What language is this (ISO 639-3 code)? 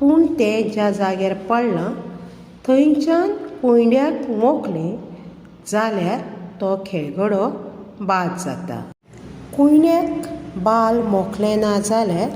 kok